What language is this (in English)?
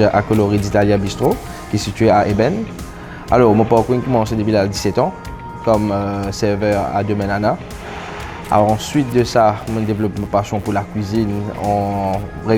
Morisyen